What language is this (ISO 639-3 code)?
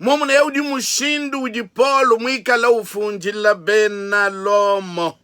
lua